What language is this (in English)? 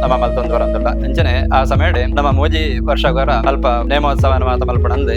Tulu